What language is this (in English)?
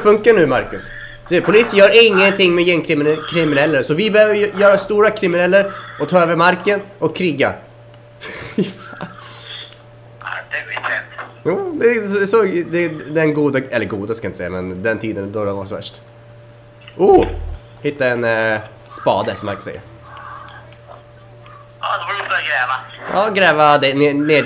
Swedish